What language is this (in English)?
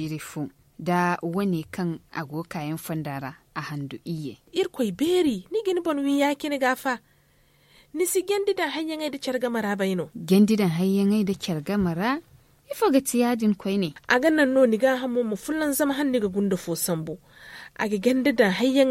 Zarma